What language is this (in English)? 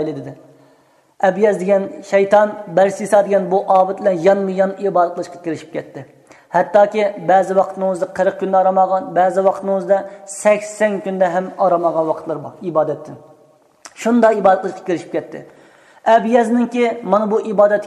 Uyghur